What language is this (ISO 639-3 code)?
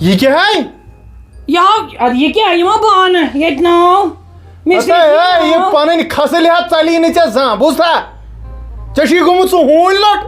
kas